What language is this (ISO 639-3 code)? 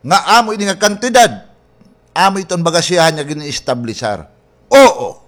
war